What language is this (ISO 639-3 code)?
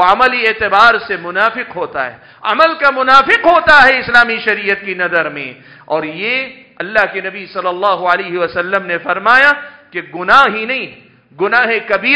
urd